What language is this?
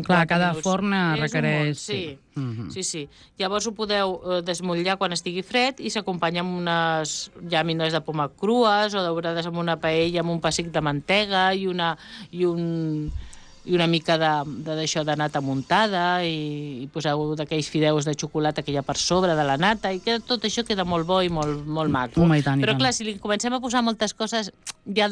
Catalan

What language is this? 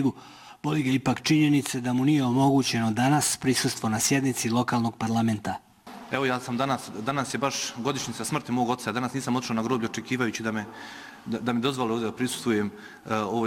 Bosnian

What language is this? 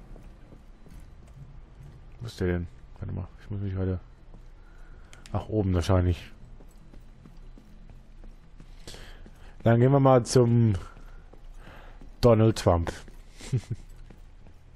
German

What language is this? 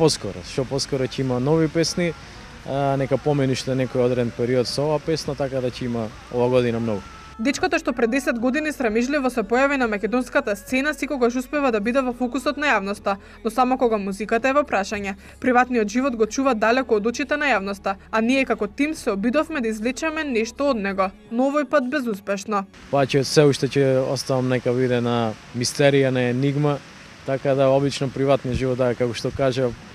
Macedonian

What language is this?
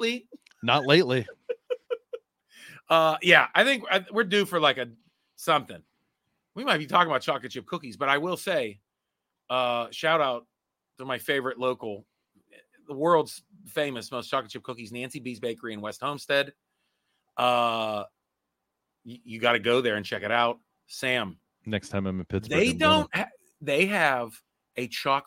English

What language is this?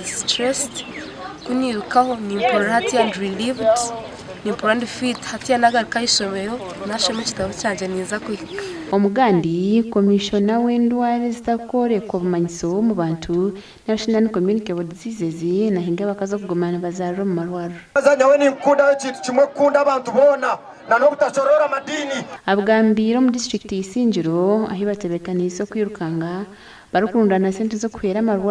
Nyankole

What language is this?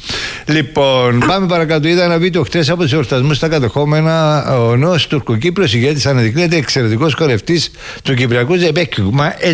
Greek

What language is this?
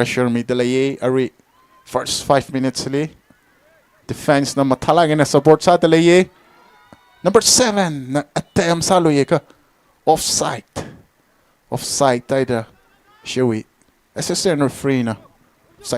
Tangkhul Naga (India)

